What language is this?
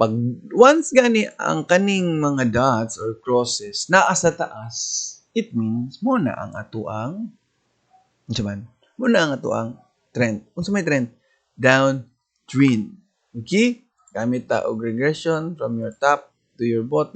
Cebuano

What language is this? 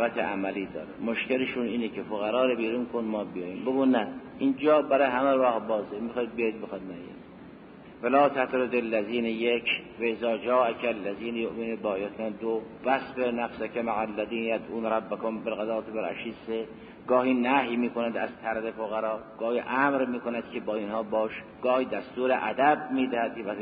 Persian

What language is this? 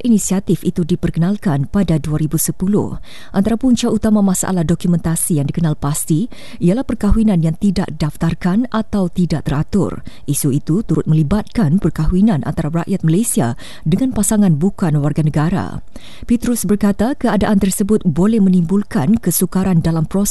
Malay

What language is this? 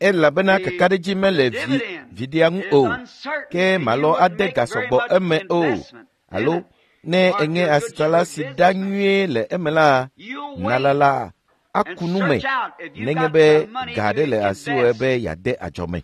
Ewe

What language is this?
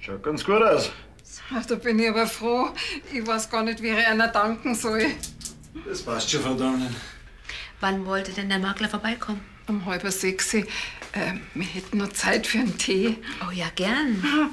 Bavarian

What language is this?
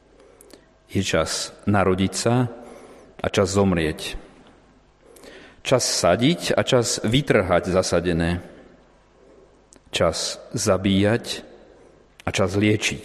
Slovak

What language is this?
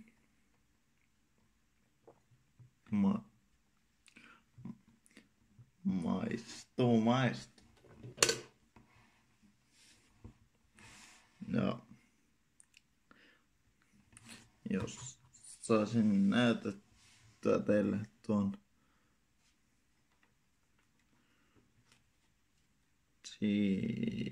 Finnish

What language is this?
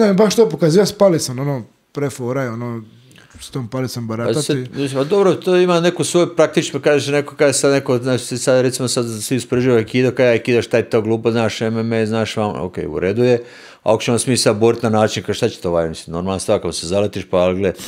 Croatian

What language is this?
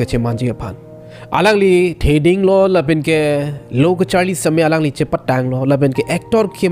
Karbi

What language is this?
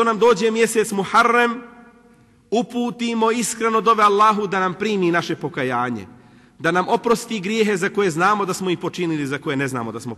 Bosnian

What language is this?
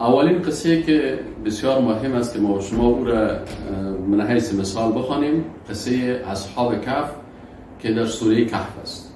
Persian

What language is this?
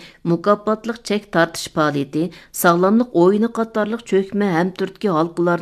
Uyghur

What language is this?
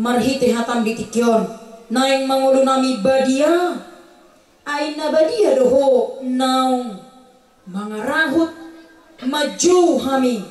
Batak Toba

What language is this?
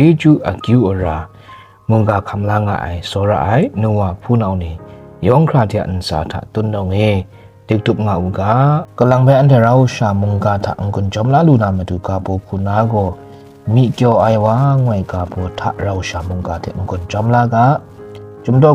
Kachin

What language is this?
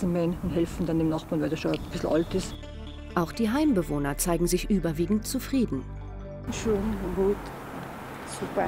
German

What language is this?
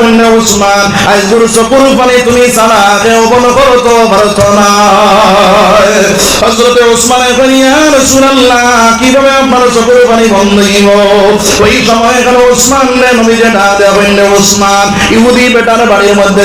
Sylheti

